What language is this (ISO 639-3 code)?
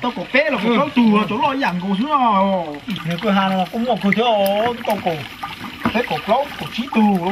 hmn